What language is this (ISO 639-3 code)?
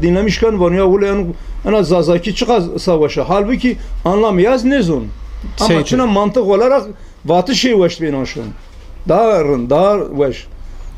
zza